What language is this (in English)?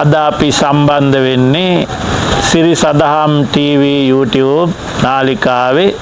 Sinhala